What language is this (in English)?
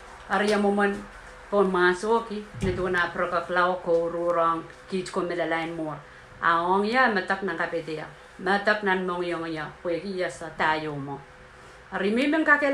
Pohnpeian